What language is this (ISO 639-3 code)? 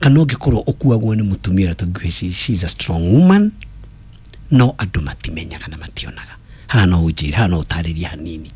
kik